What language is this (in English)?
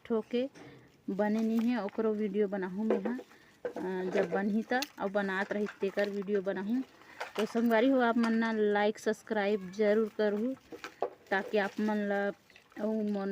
Chhattisgarhi